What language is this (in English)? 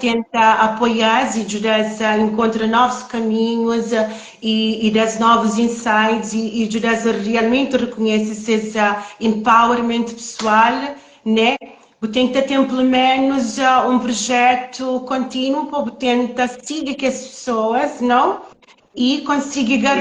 Kabuverdianu